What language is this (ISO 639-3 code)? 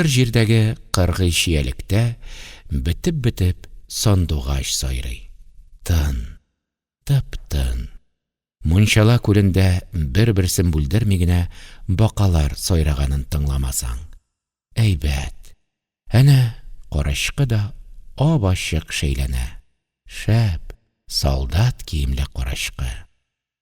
tat